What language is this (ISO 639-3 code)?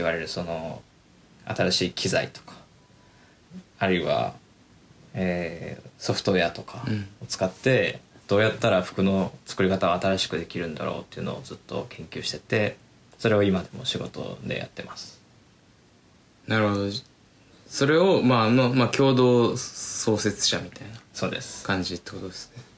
jpn